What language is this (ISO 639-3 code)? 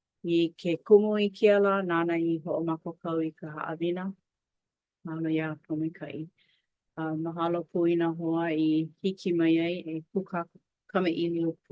haw